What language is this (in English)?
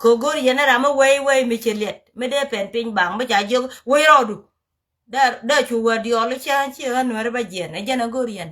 Nuer